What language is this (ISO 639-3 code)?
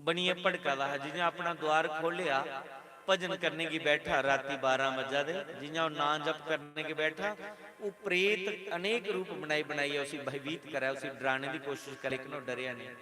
doi